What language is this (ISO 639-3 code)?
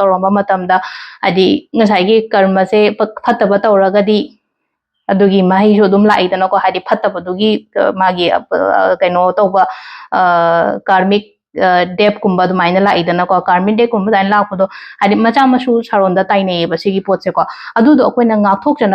mni